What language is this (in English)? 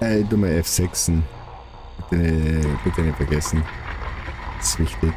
Bavarian